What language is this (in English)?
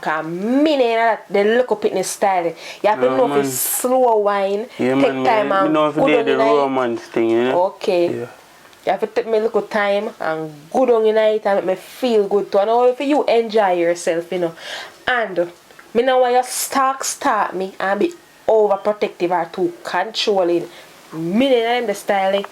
Jamaican Creole English